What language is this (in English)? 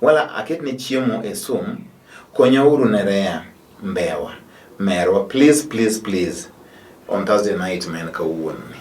Luo (Kenya and Tanzania)